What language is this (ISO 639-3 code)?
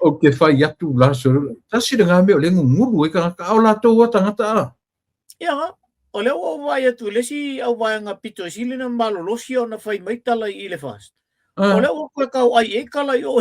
smo